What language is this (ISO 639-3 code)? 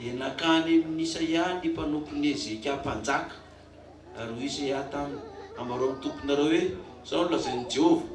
mlg